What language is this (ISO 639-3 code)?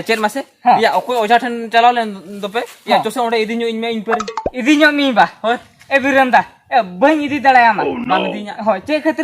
sat